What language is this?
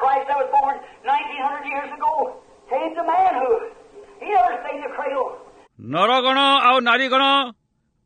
Odia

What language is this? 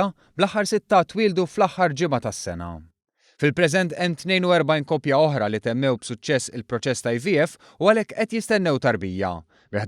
Maltese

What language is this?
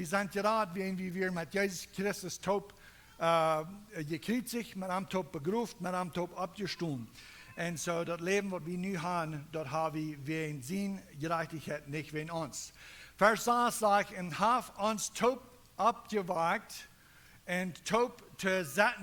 Plautdietsch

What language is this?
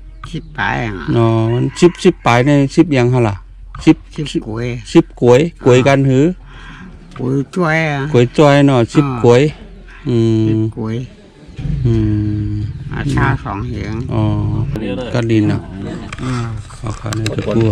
Shan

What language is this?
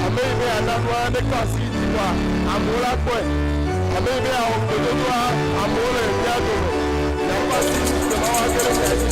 Ewe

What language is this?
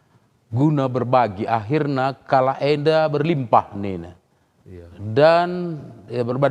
Batak Karo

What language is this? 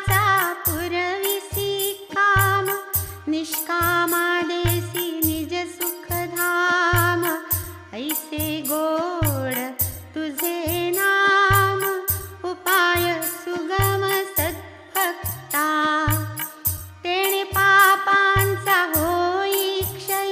Marathi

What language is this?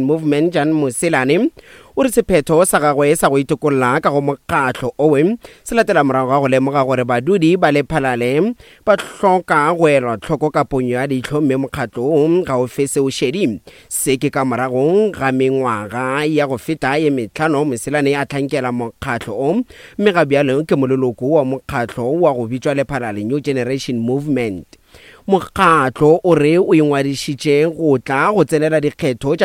Northern Sotho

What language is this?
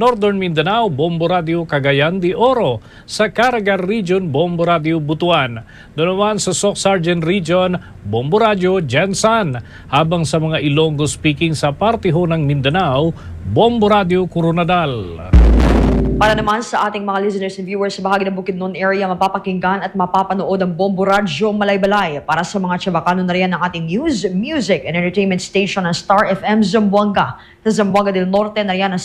Filipino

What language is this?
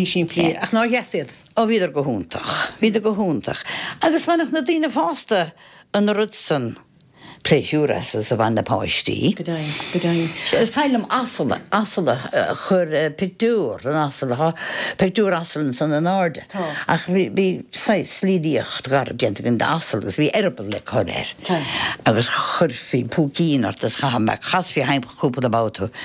Irish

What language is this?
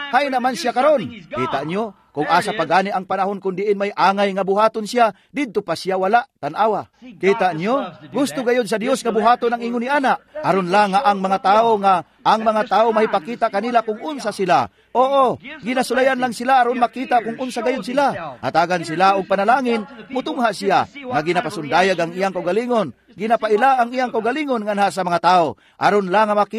Cebuano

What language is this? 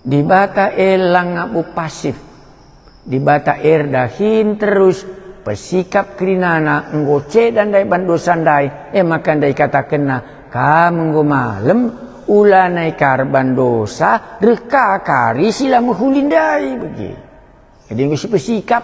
Batak Karo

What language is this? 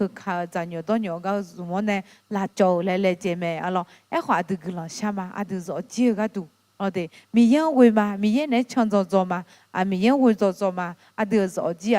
Akha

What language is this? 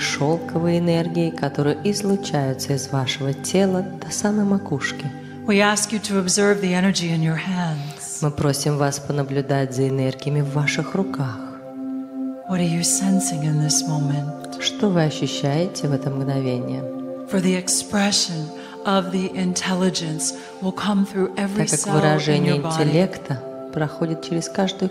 Russian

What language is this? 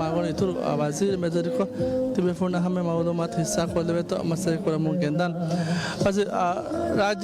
Divehi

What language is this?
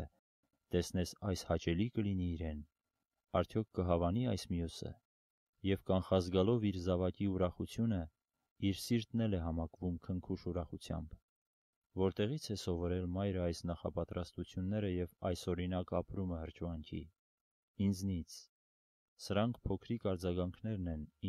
Armenian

